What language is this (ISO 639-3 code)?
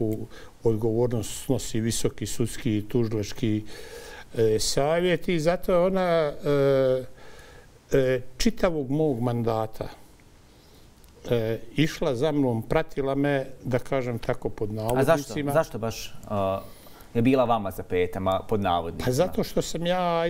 bos